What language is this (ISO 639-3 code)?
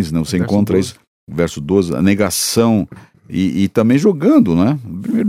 por